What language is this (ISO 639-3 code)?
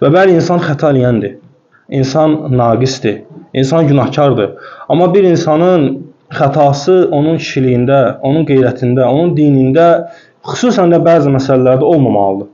aze